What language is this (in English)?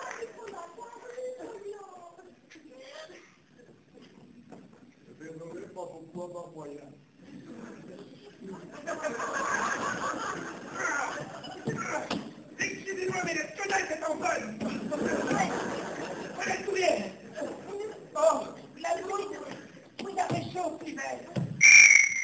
French